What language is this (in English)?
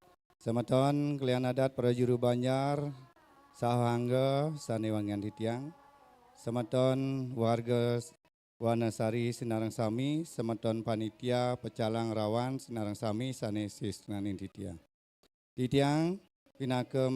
Balinese